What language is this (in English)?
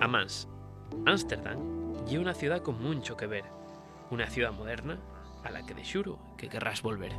Asturian